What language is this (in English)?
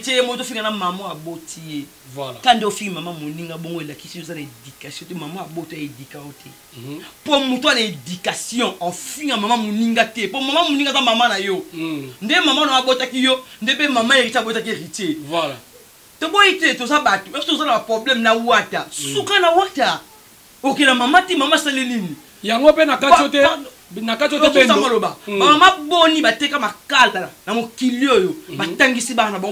Lingala